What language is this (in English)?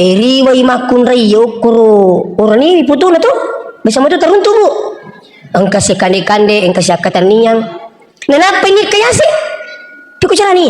Buginese